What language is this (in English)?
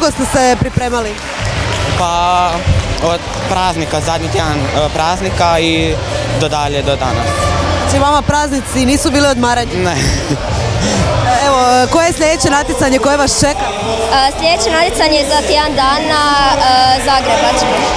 Croatian